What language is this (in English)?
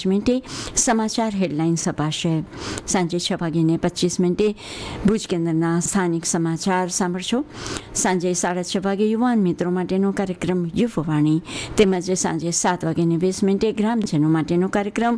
Gujarati